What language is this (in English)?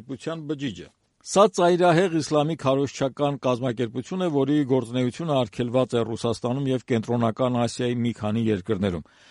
Armenian